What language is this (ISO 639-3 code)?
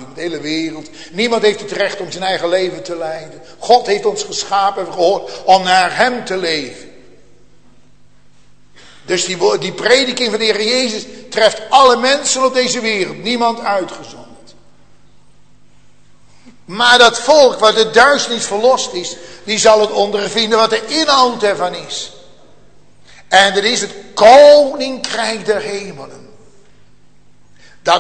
nld